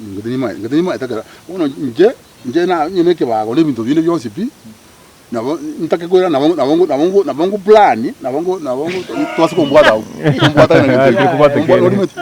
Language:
Gusii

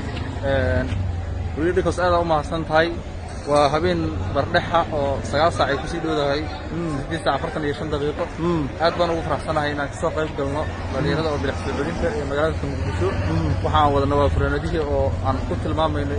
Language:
Somali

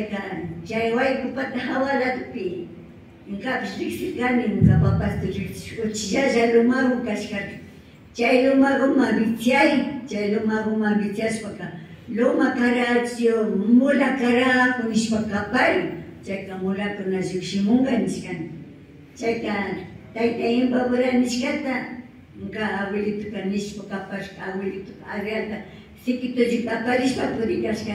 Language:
Imbabura Highland Quichua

